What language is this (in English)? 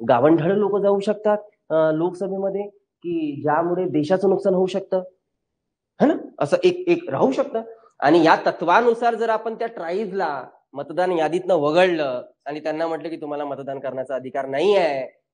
Marathi